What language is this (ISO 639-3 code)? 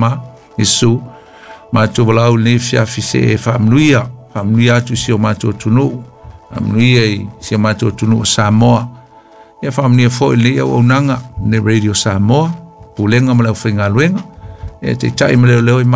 smo